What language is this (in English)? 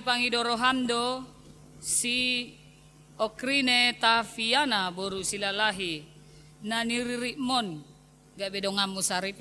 Batak Toba